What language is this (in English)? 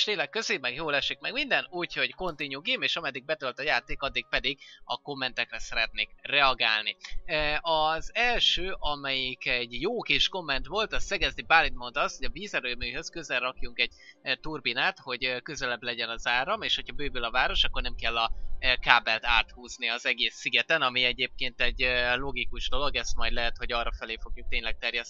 Hungarian